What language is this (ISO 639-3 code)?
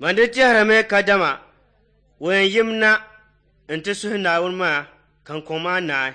dag